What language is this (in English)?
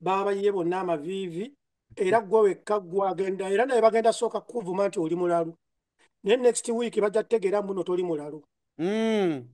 Ganda